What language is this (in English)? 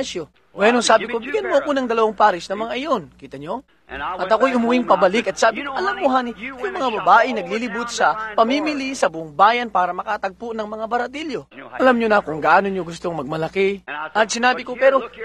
Filipino